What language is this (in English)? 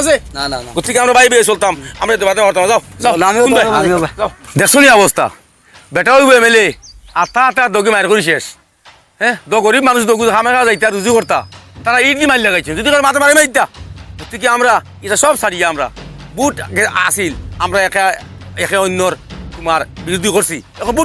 Sylheti